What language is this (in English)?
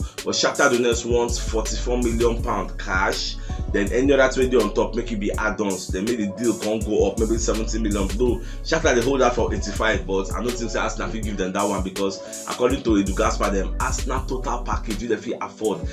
Nigerian Pidgin